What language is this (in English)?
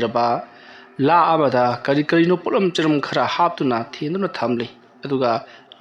Manipuri